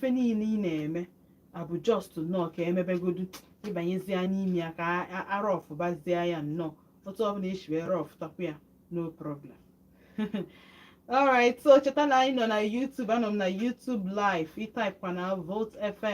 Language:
Igbo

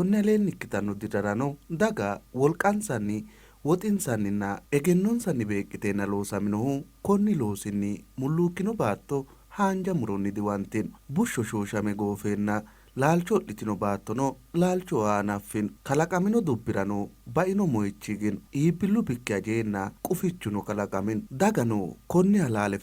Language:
Sidamo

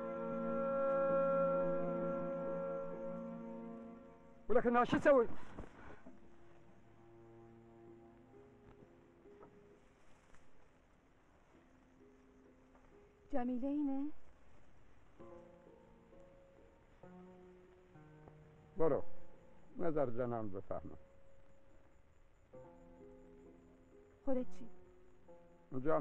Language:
Persian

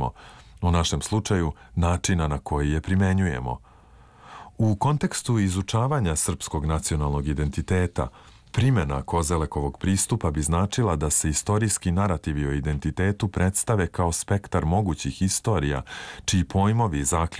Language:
Serbian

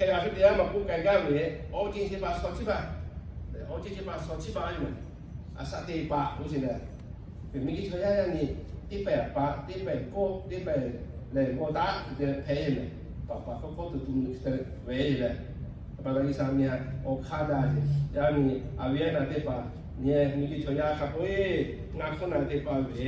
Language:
Lahu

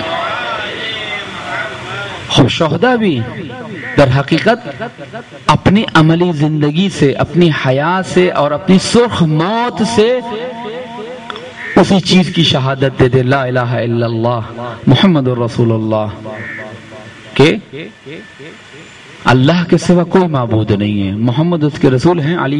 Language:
Urdu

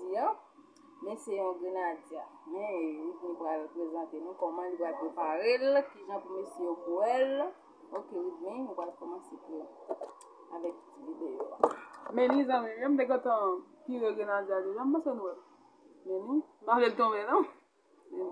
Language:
Haitian Creole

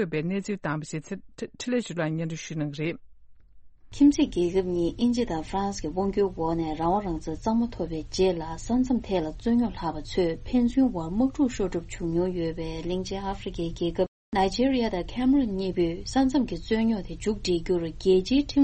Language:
Tibetan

